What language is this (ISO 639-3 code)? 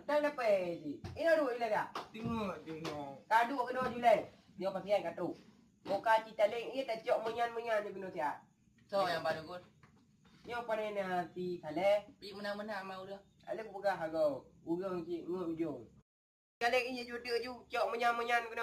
ace